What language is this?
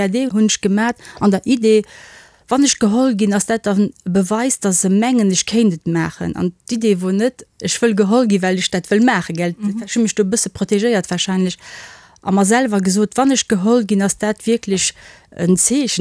Luxembourgish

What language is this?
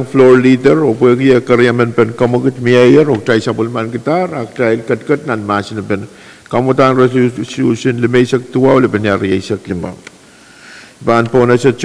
Pohnpeian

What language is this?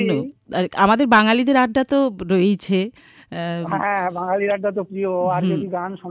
Bangla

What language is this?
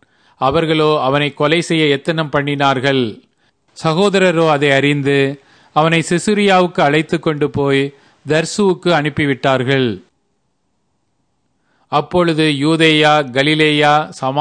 Tamil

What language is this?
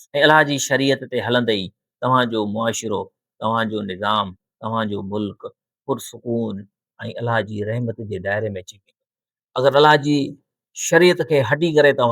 Sindhi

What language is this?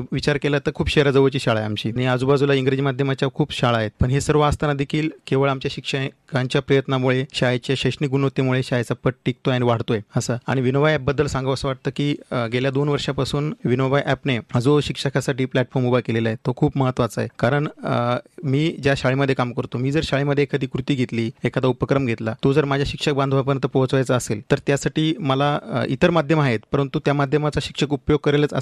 Marathi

